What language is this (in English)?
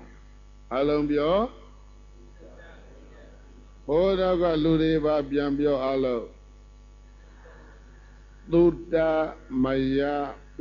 Burmese